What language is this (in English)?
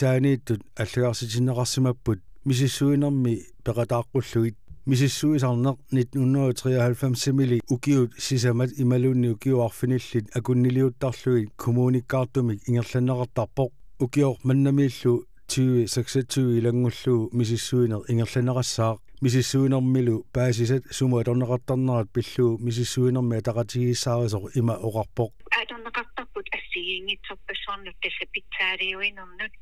Kalaallisut